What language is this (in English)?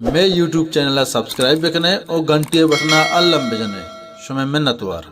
Baluchi